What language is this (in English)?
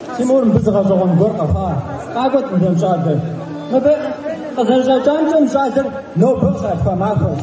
Kabardian